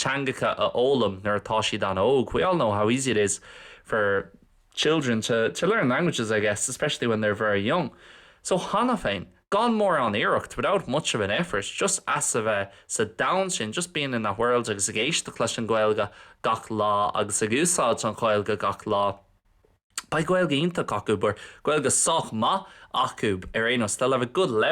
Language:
Irish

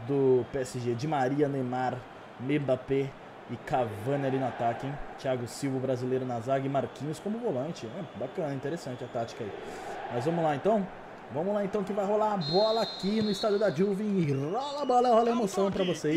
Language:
Portuguese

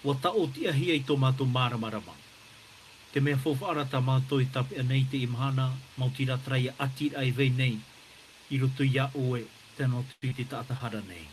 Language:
Tahitian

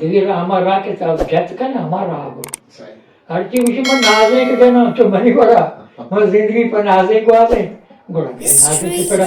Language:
Eastern Balochi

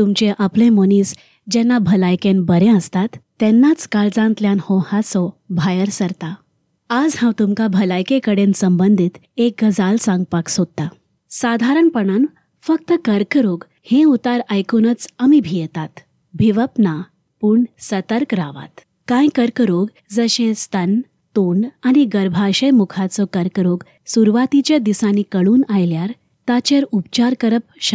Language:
Konkani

